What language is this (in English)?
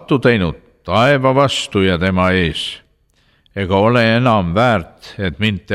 Estonian